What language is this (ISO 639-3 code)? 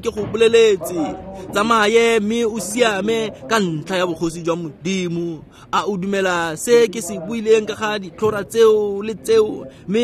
tsn